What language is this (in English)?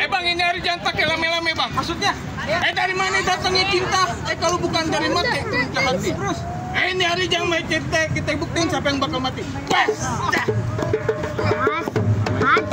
Betawi